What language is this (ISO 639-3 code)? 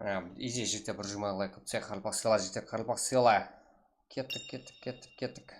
kaa